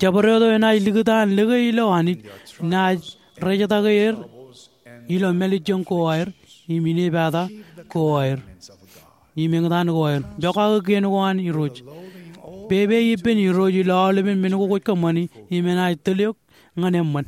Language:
Marshallese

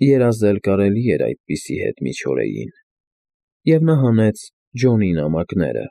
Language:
Armenian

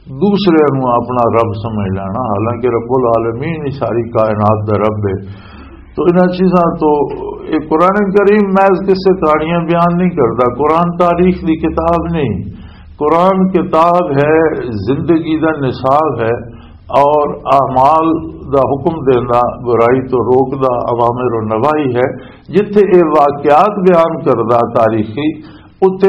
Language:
Western Panjabi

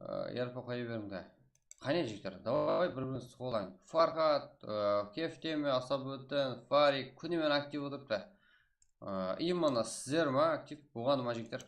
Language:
Kara-Kalpak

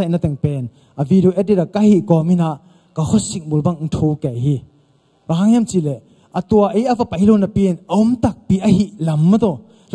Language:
Tedim Chin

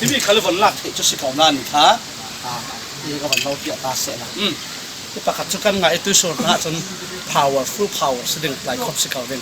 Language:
Falam Chin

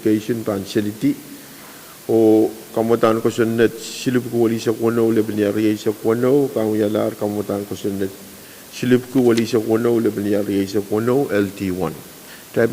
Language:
Pohnpeian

